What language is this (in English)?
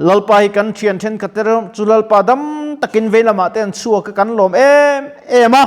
Mizo